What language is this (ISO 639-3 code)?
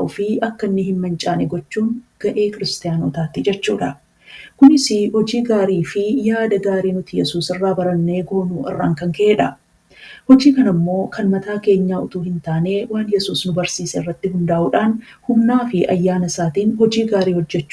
orm